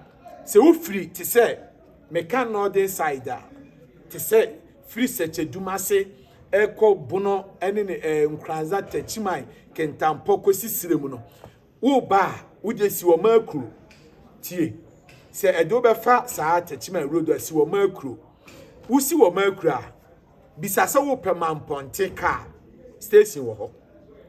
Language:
Akan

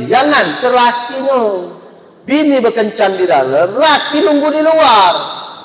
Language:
Musi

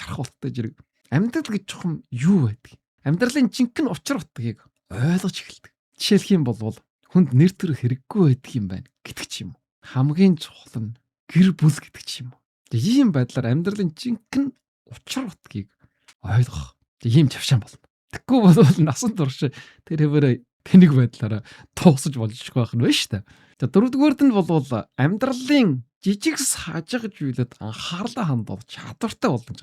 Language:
Mongolian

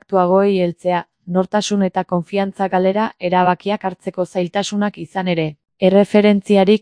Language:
Basque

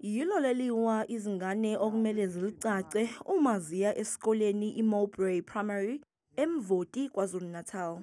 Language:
Zulu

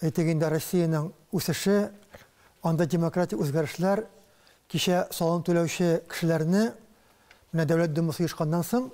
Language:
Tatar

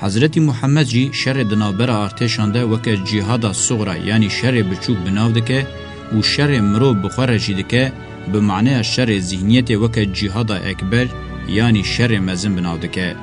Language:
Kurdish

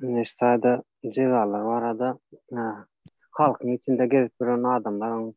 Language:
Turkmen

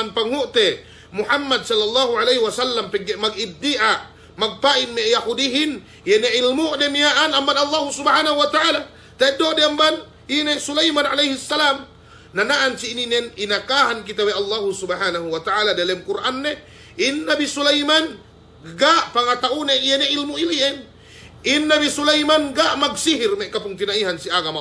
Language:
Yakan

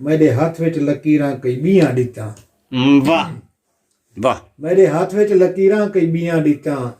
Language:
Saraiki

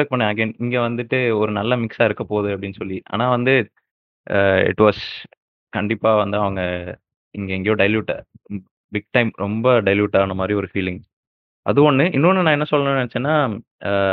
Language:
Tamil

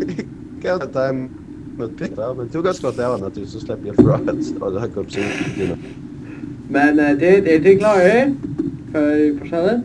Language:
Faroese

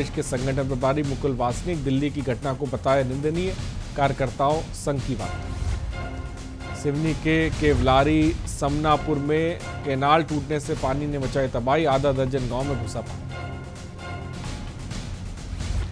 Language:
Hindi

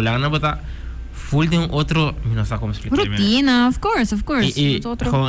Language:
Papiamento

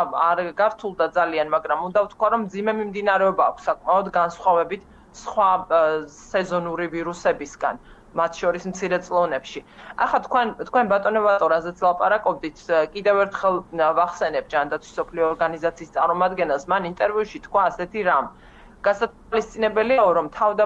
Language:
Georgian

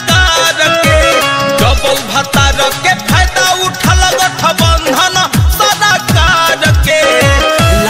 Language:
Bhojpuri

